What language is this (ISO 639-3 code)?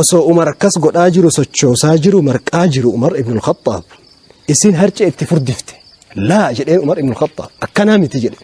orm